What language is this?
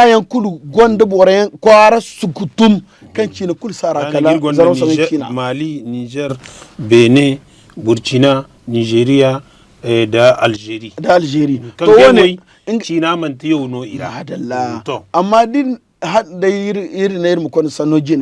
Zarma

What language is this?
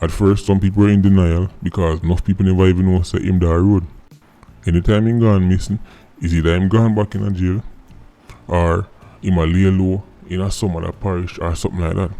Jamaican Creole English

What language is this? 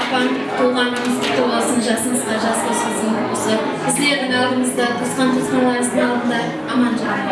Kara-Kalpak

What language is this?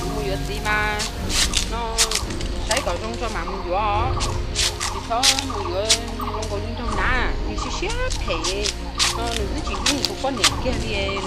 Hmong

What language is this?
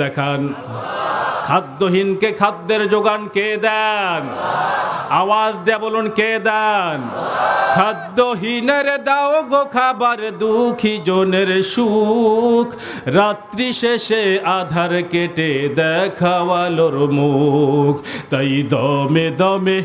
Bangla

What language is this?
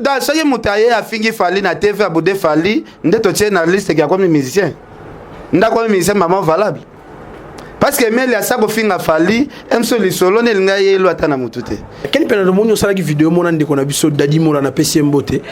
Lingala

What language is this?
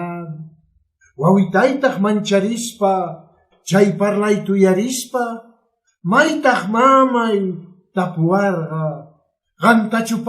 Quechua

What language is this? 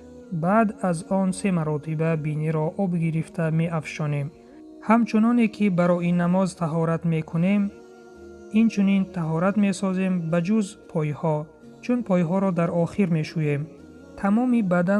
Tajik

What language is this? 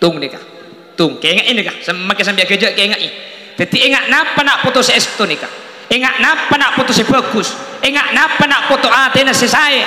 Madurese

